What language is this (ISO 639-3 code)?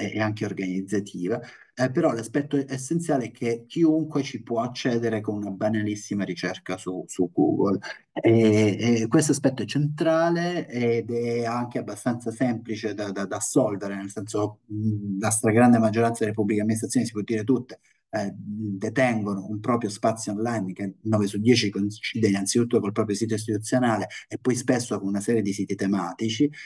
ita